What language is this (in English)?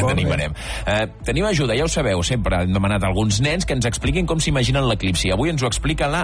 Catalan